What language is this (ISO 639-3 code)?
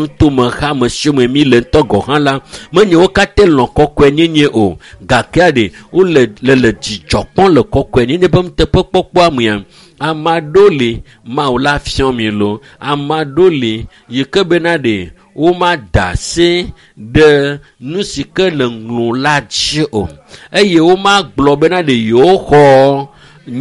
ewe